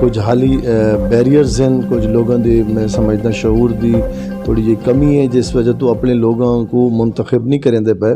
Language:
Saraiki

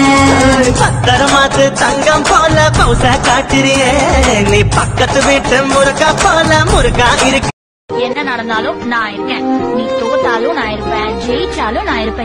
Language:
Tamil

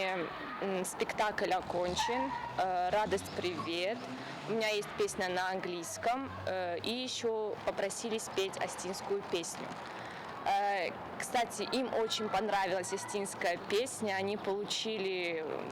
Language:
Ossetic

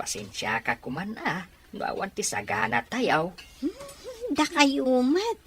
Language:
Iloko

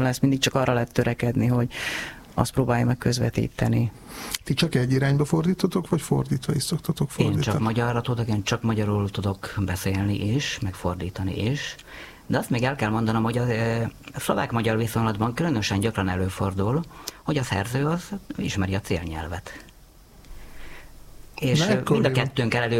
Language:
Hungarian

